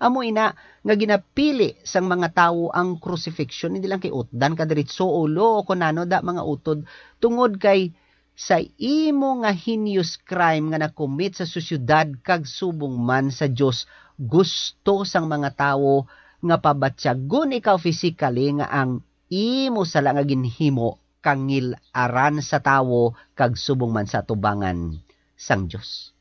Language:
Hiligaynon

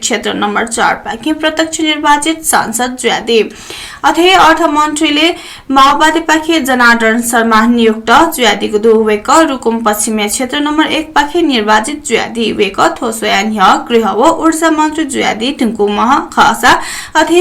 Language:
Newari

